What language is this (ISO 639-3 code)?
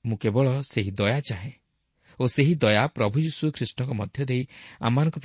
ori